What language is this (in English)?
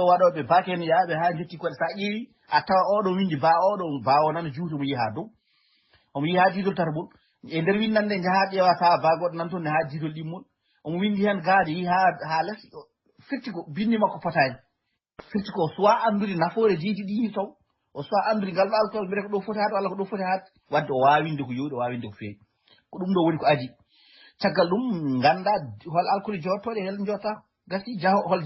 Fula